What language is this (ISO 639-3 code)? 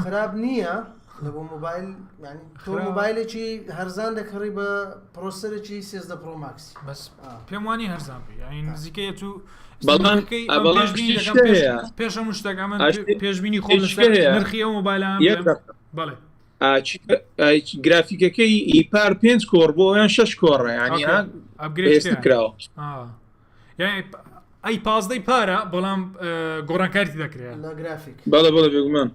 ckb